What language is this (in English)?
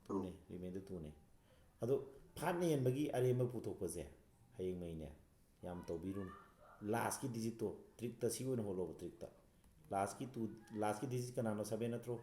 Manipuri